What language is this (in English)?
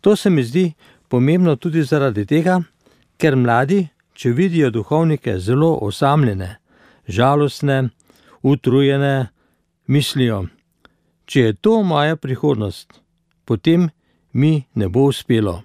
Slovenian